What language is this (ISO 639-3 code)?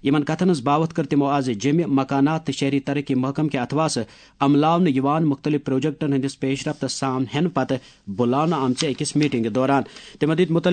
kas